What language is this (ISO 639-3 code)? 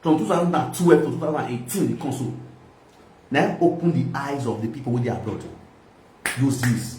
pcm